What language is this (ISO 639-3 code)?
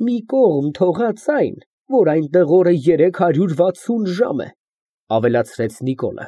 hye